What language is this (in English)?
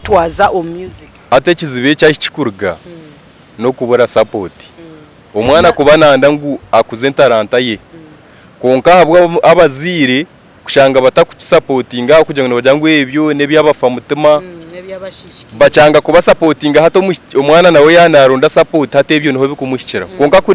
Nyankole